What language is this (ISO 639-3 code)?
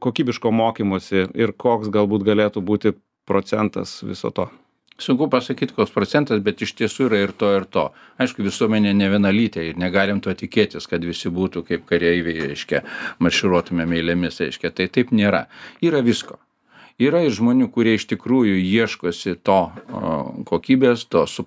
lit